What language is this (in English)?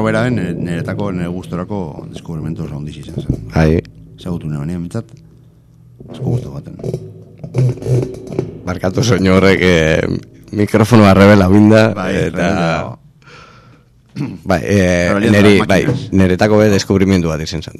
Basque